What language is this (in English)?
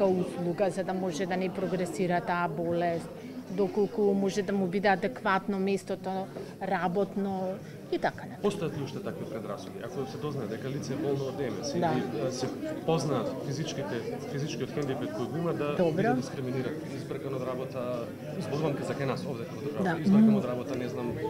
Macedonian